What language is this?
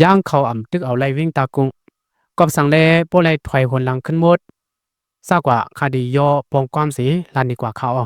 Shan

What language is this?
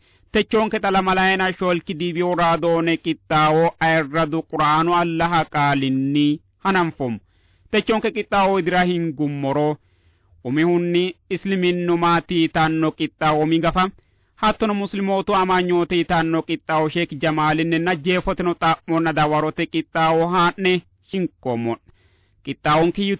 Sidamo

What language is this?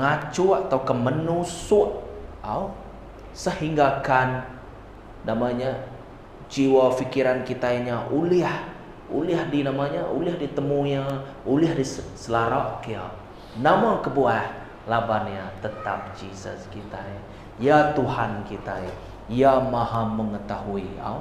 Iban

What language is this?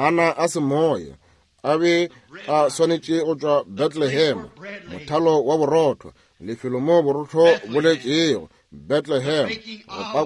Northern Sotho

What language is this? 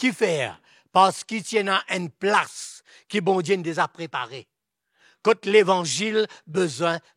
Morisyen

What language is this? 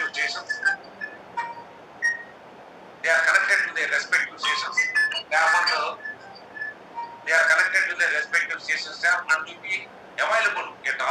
English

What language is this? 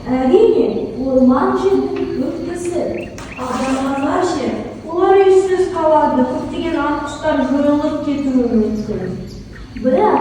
Kazakh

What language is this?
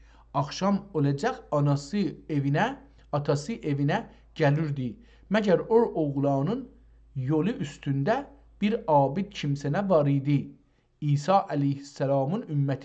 South Azerbaijani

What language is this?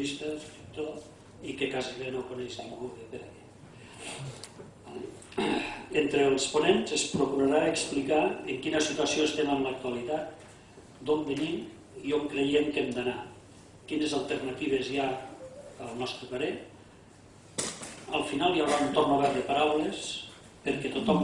Catalan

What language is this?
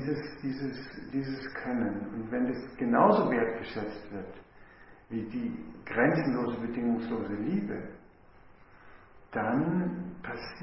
German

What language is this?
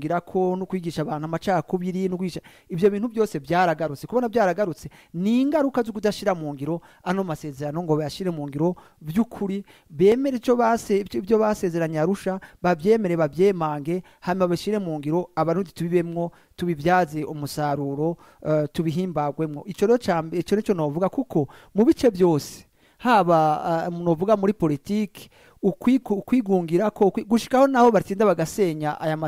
Rundi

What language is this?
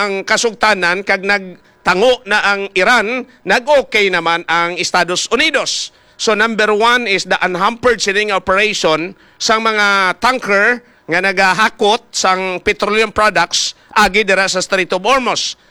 Hiligaynon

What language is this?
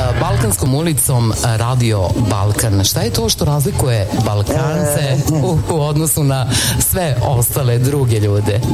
Serbian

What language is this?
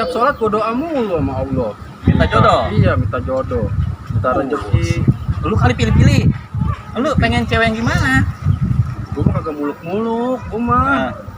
Betawi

